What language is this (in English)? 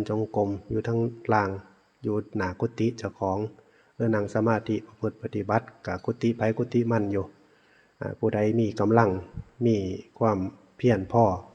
Northeastern Thai